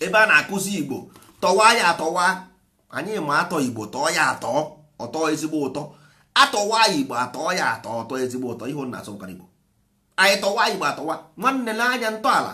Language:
Igbo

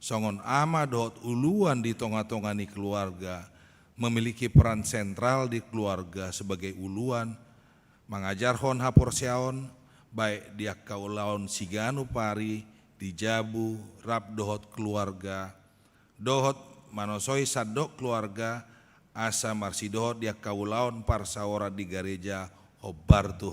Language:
Batak Toba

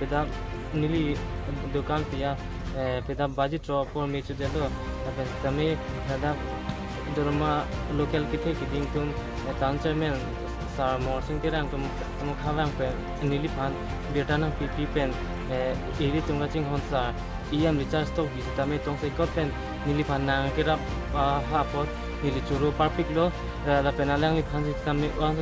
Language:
Karbi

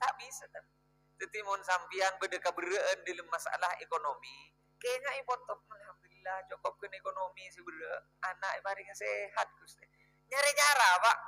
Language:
Madurese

